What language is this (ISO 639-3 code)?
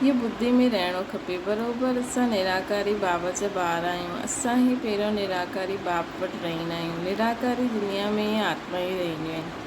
snd